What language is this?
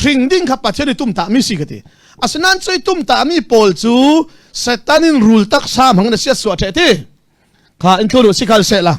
Hakha Chin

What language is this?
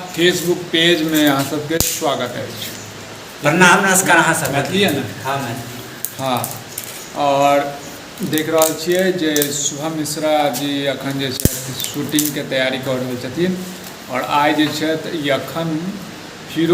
Maithili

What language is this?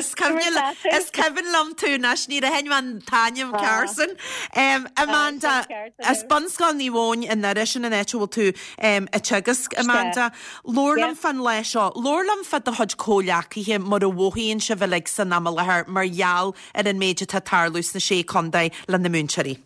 Irish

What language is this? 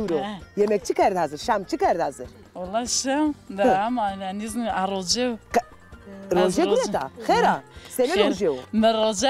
Zaza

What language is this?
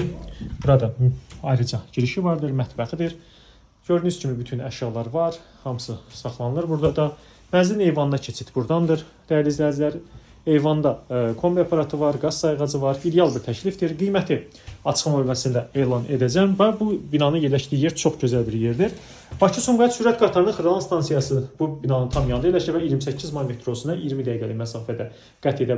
Azerbaijani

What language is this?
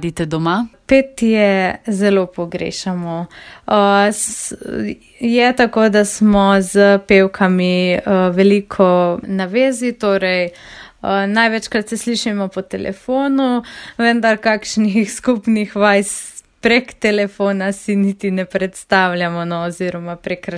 Slovenian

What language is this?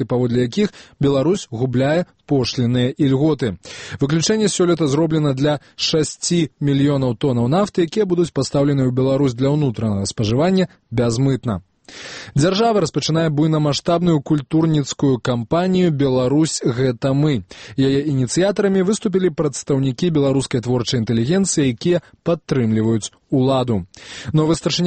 Belarusian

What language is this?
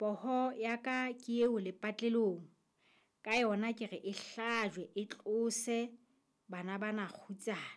Southern Sotho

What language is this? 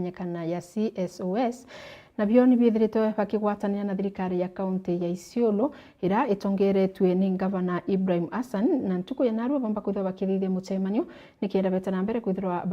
Meru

